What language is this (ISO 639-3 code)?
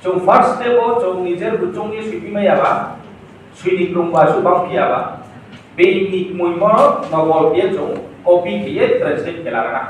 ria